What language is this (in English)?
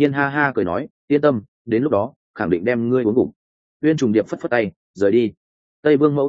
Vietnamese